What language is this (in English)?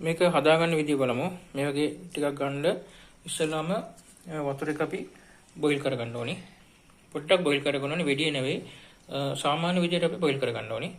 Sinhala